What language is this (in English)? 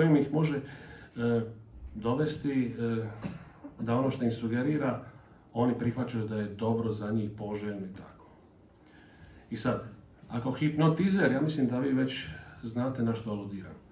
Croatian